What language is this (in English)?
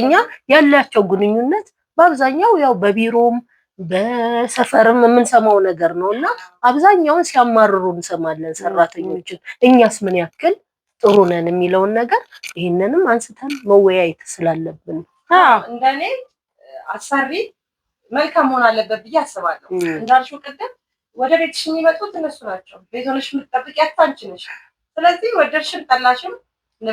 Amharic